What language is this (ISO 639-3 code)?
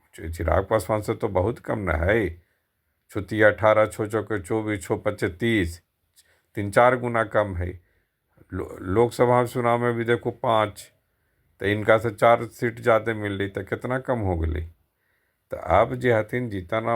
mag